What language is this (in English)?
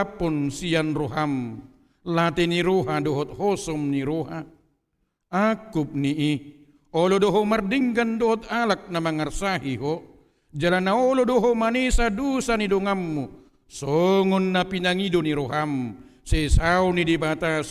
Batak Toba